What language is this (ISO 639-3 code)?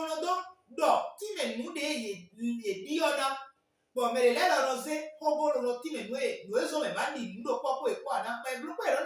fon